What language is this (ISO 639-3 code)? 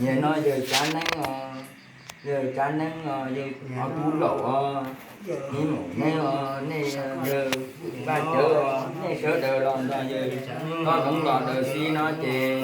hmn